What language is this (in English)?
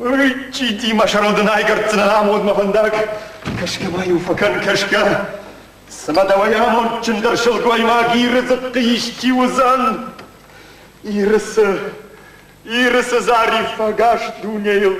Ossetic